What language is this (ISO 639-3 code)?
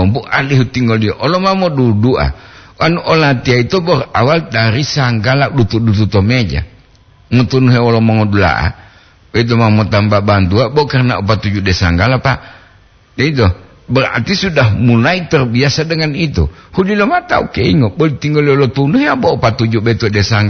gor